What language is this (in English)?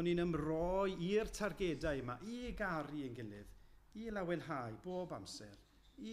Welsh